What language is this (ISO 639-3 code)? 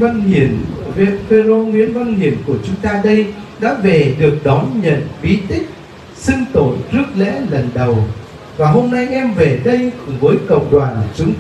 vie